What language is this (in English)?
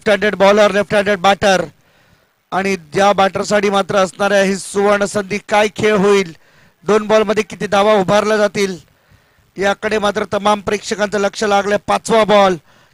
Marathi